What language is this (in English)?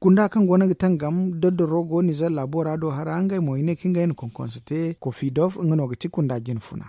Zarma